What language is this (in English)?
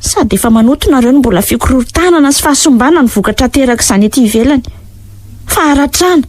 Malagasy